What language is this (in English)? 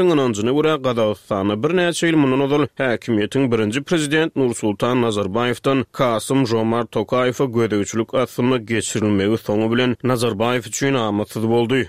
Turkmen